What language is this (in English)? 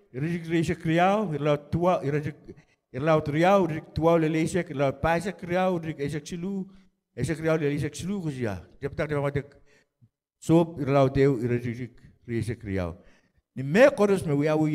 Pohnpeian